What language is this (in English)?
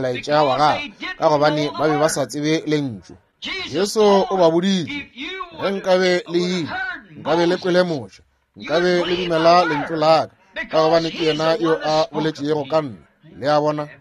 Northern Sotho